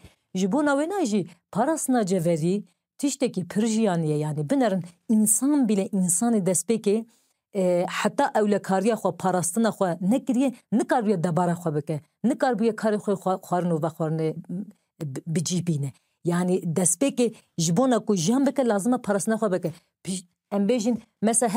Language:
Kurdish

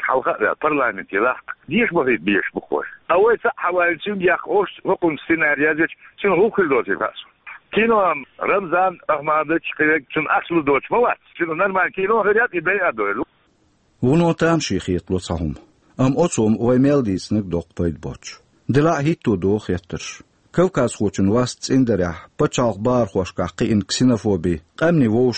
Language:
Chechen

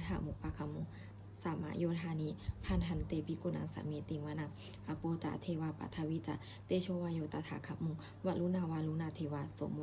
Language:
Pali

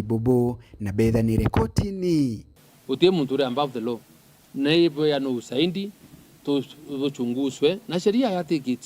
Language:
Meru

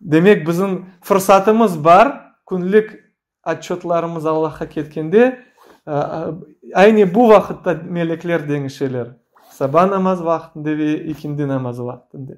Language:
Crimean Tatar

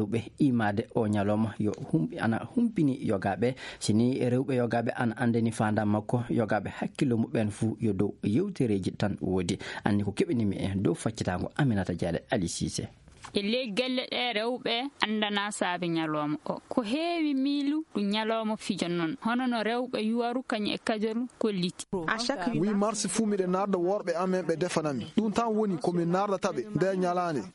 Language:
Fula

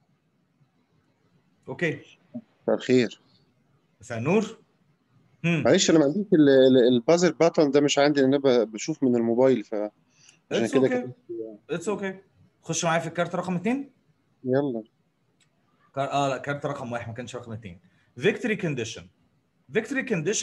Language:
Egyptian Arabic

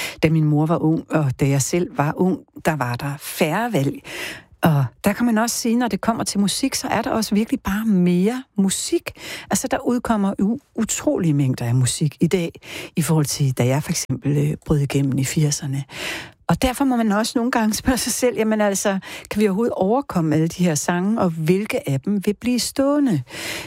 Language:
Danish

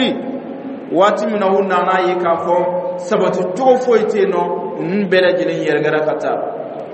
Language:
Dyula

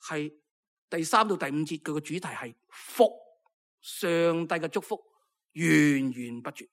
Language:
Cantonese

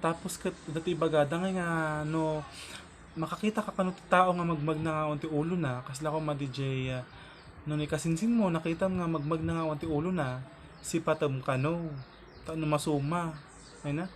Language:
Iloko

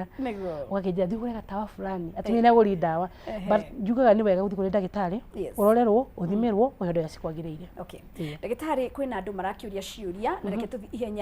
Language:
Kikuyu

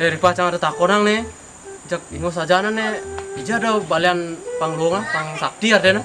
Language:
Balinese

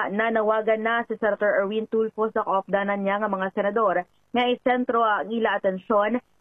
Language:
Hiligaynon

